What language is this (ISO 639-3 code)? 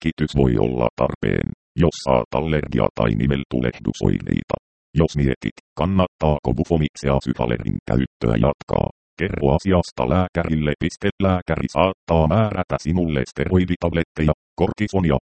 fin